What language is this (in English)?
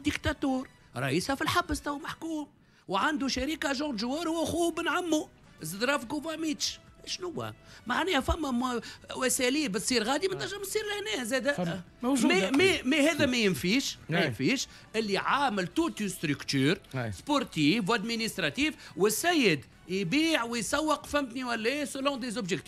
Tunisian Arabic